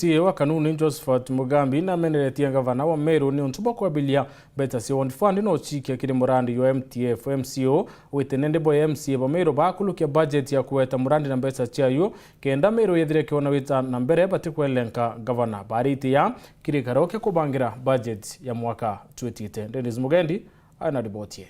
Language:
Meru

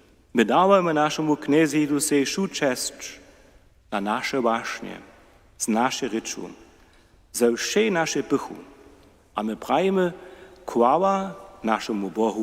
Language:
Upper Sorbian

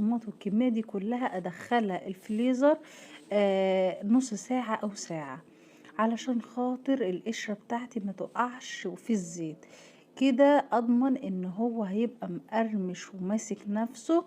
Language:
Egyptian Arabic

